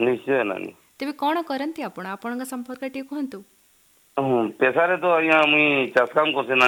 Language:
Odia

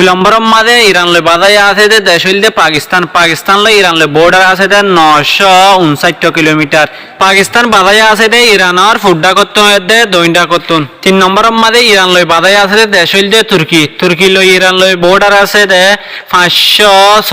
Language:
Rohingya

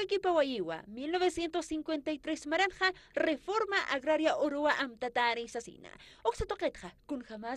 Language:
Aymara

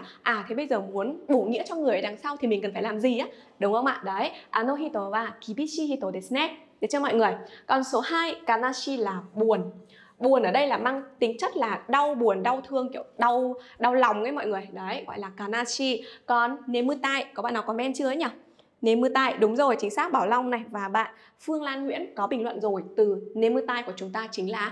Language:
Vietnamese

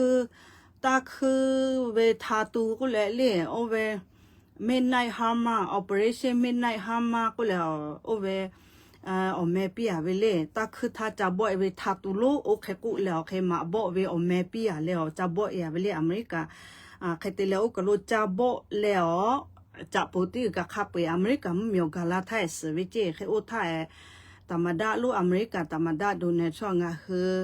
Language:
Lahu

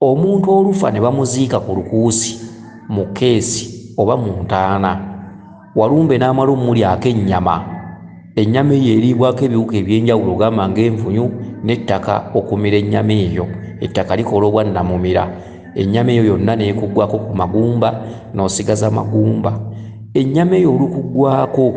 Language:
Ganda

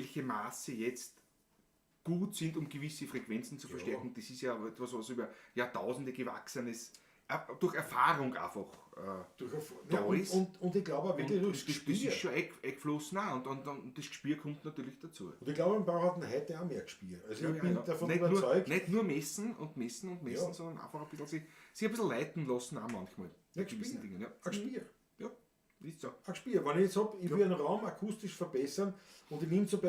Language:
Bavarian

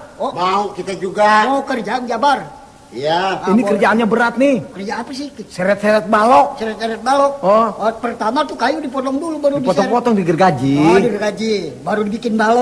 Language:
Betawi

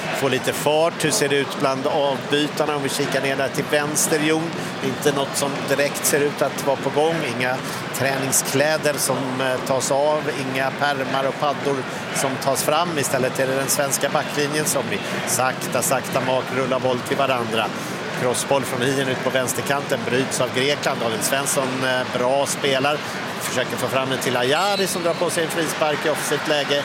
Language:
Swedish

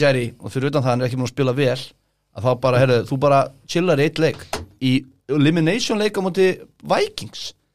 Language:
Icelandic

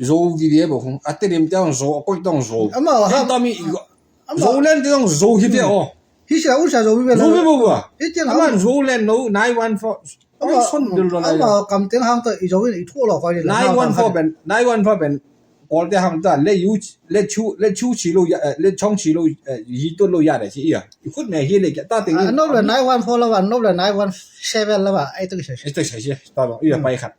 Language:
Tedim Chin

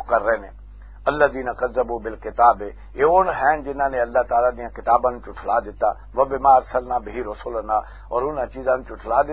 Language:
Western Panjabi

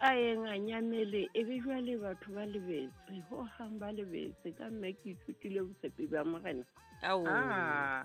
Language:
Southern Sotho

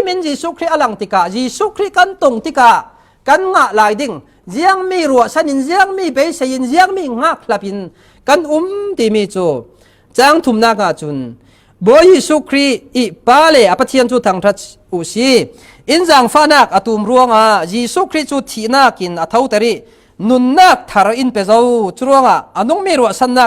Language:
Falam Chin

